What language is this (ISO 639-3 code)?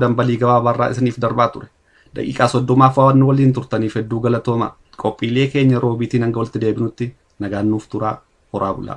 orm